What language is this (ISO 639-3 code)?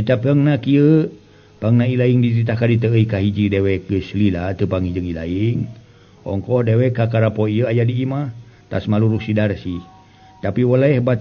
sun